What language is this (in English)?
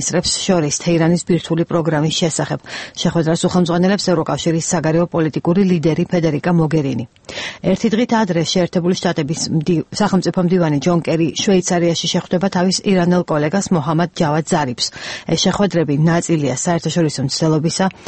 Georgian